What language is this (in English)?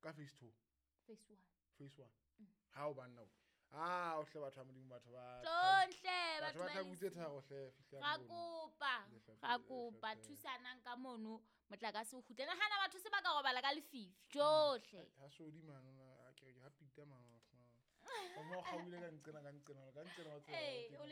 Southern Sotho